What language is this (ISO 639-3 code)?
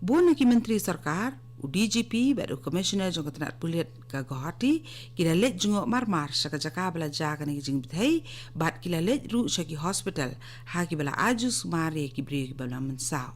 kha